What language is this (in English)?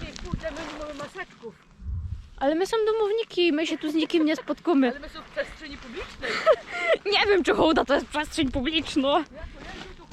Silesian